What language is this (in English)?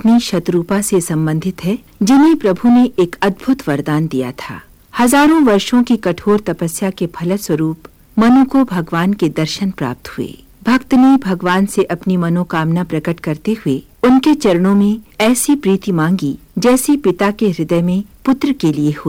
Hindi